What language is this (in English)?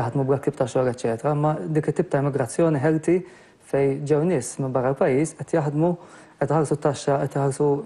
Maltese